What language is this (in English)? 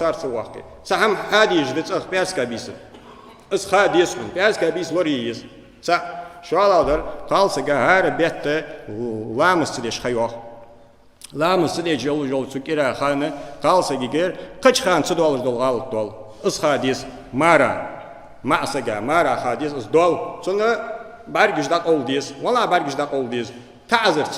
Ingush